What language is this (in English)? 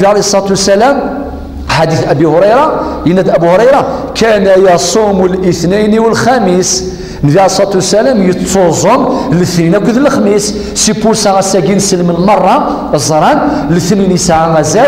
Kabyle